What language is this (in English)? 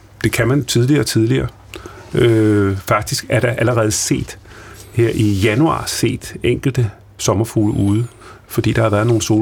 Danish